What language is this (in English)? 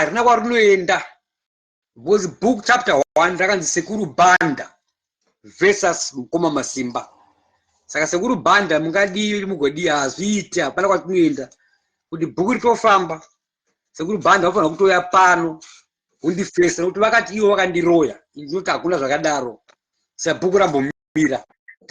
Shona